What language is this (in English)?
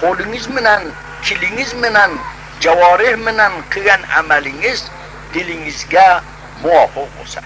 Uzbek